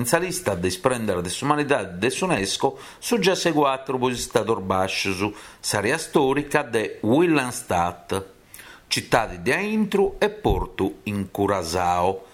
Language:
Sardinian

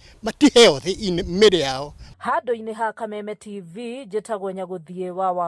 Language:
Kikuyu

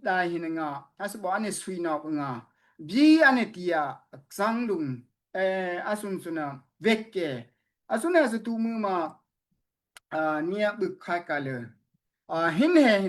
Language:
Daai Chin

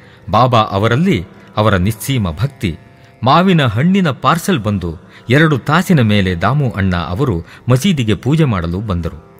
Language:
Kannada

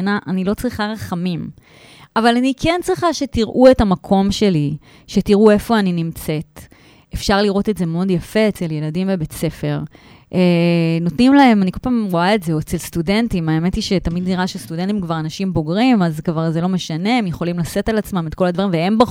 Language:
Hebrew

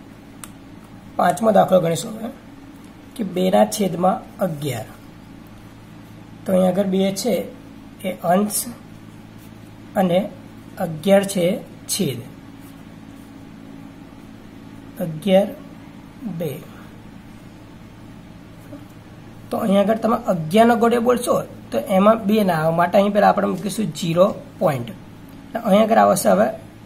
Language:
Gujarati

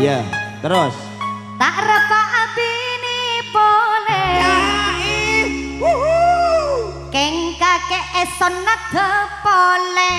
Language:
Madurese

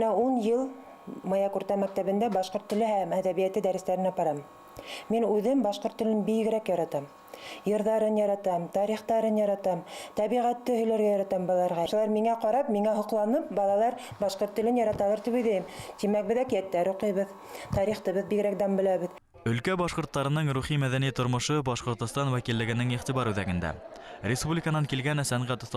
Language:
Bashkir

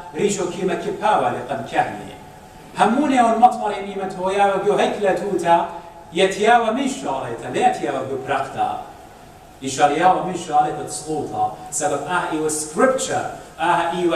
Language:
Assyrian Neo-Aramaic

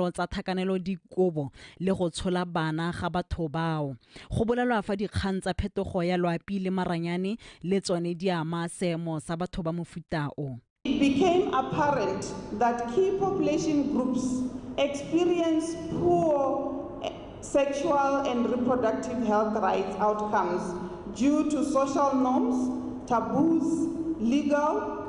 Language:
Tswana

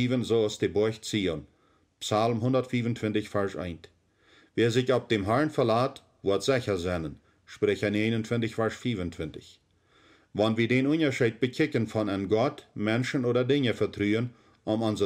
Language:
Plautdietsch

